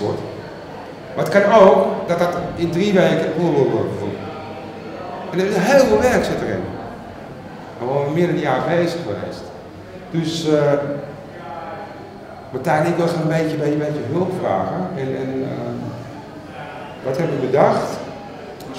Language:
Dutch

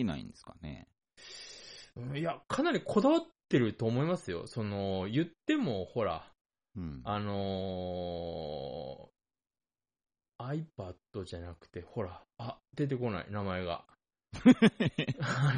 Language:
Japanese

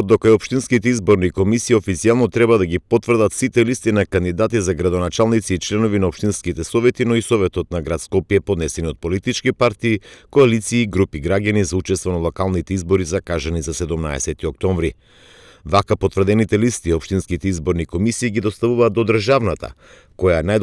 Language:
Macedonian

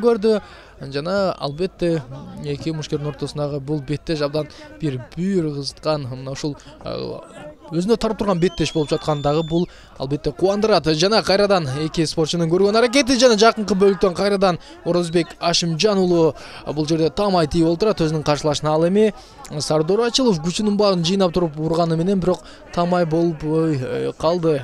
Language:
Kyrgyz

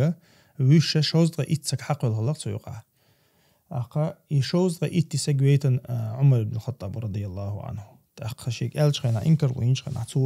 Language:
Chechen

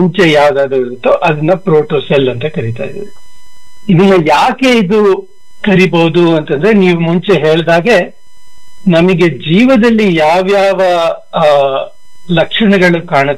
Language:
Kannada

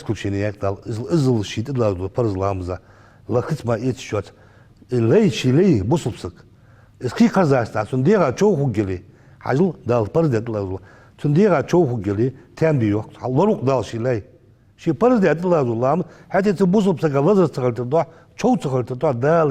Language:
Ingush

